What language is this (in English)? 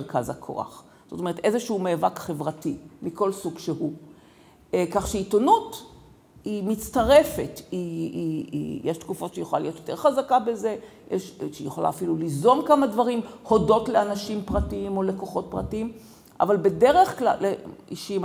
Hebrew